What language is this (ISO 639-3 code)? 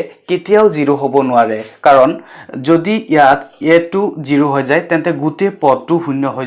asm